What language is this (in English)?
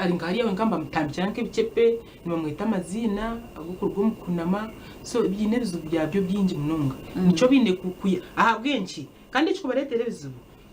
Nyankole